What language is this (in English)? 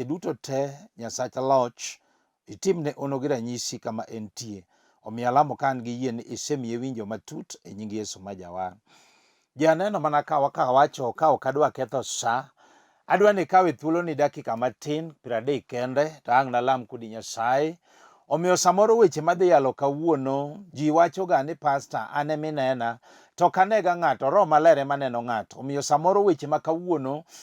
Luo (Kenya and Tanzania)